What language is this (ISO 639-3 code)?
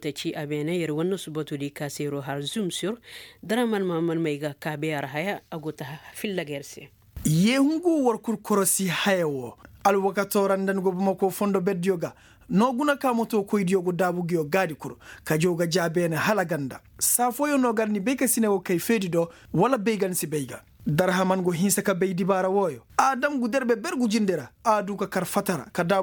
ses